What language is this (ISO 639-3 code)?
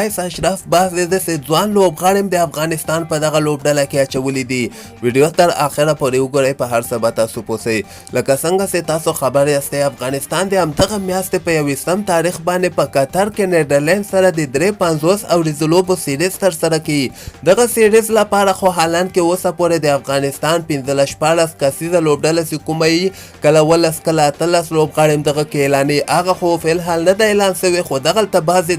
pus